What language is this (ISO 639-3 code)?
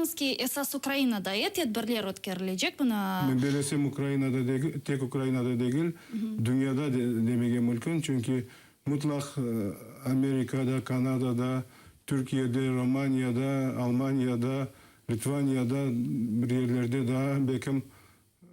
crh